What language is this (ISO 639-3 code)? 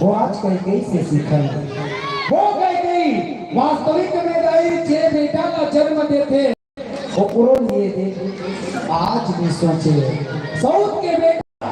hne